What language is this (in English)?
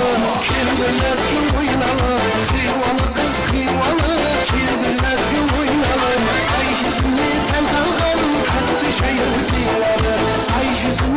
Kara-Kalpak